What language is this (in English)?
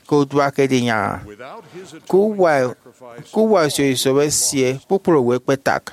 Efik